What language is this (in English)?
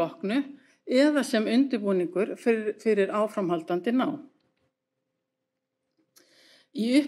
Icelandic